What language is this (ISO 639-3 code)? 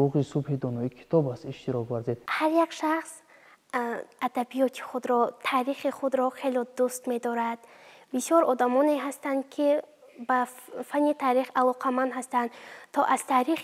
tgk